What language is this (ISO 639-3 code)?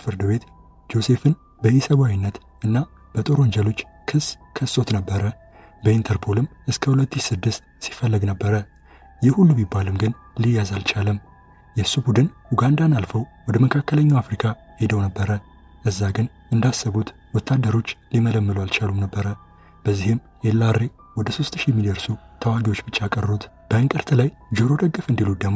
amh